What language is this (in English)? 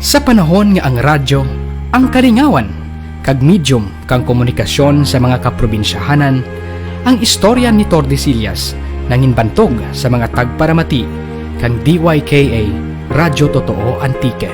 Kinaray-a